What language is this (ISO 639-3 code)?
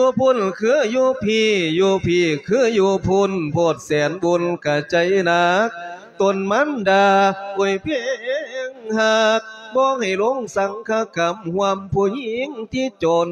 lao